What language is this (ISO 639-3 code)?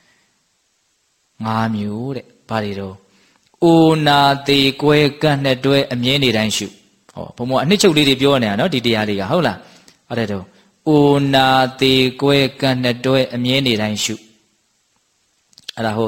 mya